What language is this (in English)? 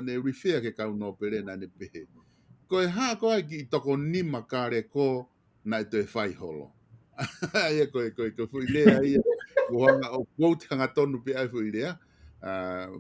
Tongan